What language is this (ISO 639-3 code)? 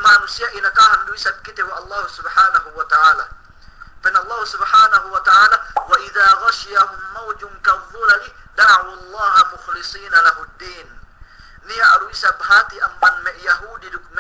yka